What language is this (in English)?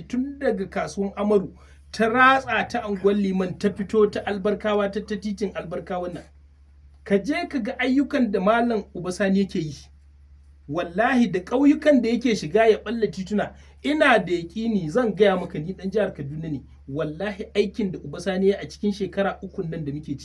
Hausa